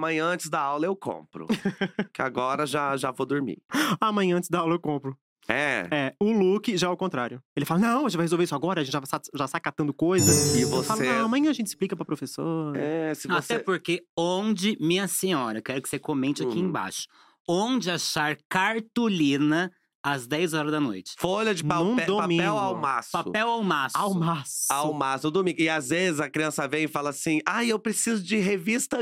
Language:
Portuguese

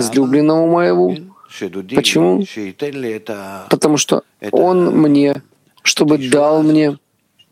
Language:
Russian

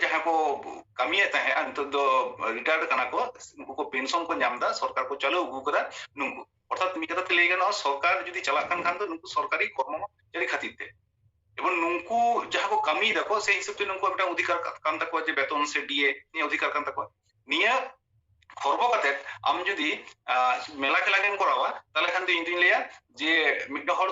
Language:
Santali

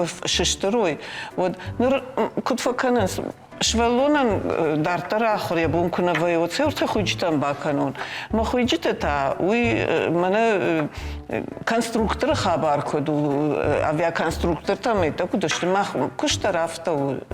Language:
Ossetic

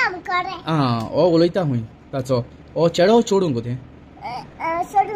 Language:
Konkani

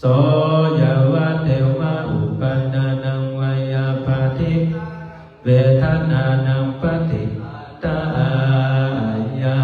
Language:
Pali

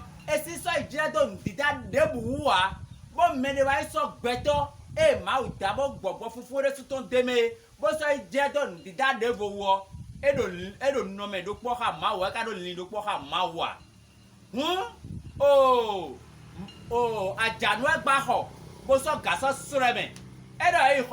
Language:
Fon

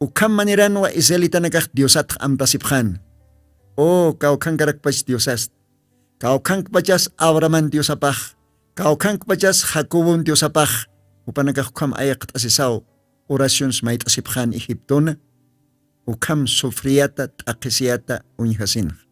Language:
Aymara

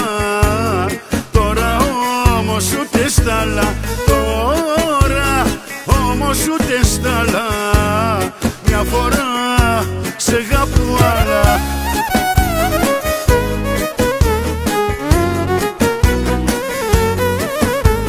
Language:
Greek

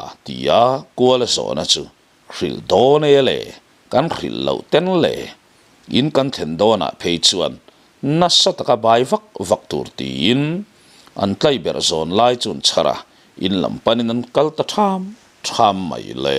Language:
Mizo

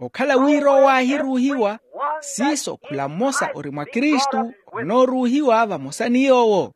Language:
Makhuwa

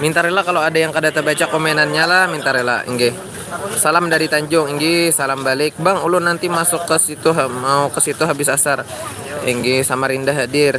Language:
Banjar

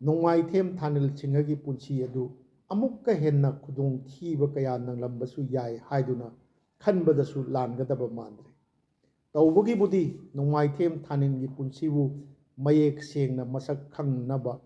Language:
Manipuri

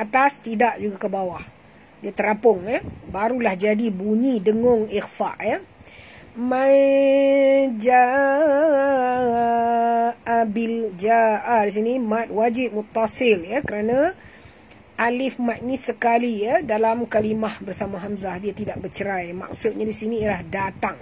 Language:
Malay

